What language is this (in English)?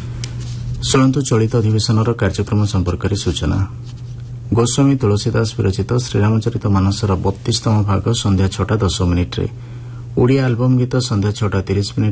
Odia